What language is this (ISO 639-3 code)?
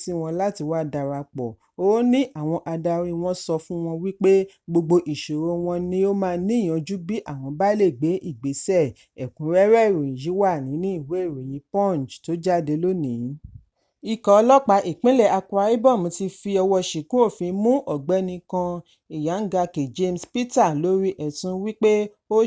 yor